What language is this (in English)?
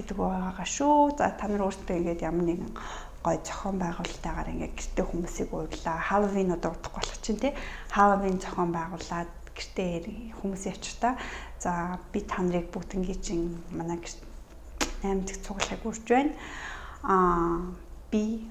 Mongolian